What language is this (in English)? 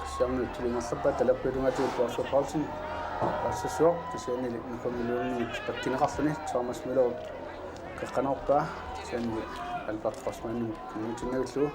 Kalaallisut